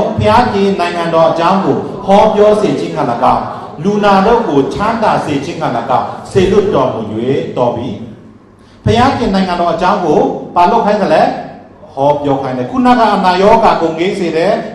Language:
Burmese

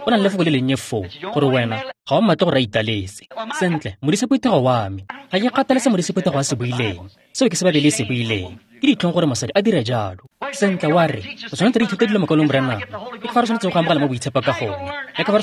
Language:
Tswana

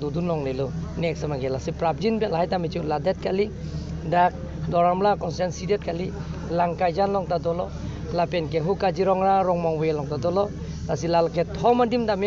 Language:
Karbi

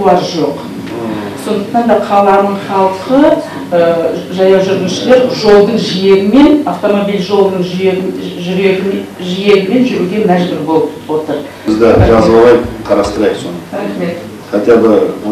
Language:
Kazakh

